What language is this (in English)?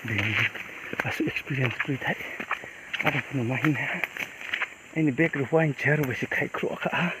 Riang (India)